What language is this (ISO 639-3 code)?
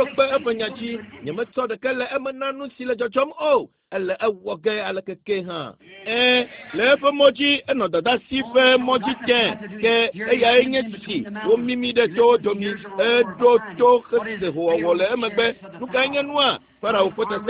ewe